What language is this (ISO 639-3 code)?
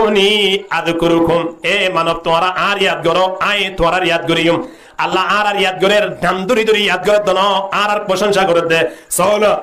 rhg